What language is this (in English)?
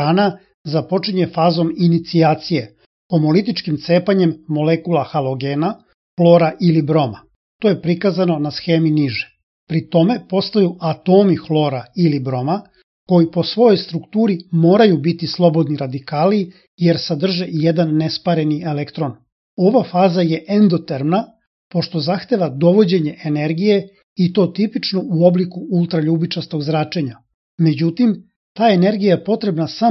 Serbian